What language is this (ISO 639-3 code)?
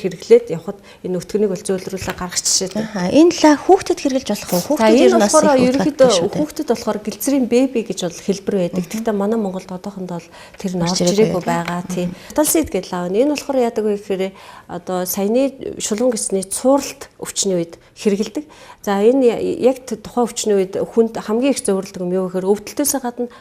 mon